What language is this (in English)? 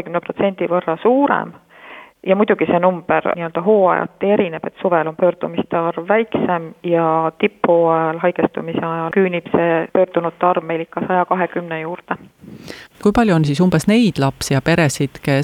Estonian